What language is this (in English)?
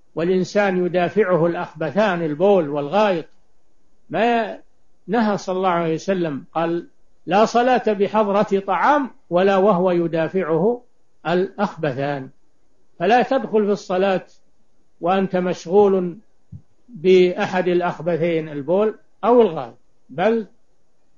Arabic